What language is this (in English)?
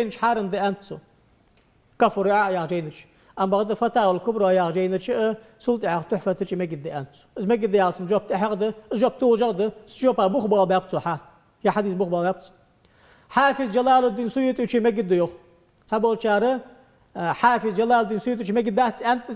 Ingush